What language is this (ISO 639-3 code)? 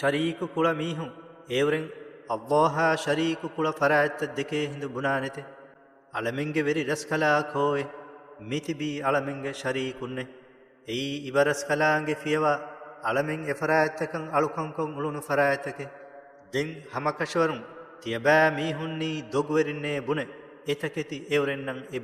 div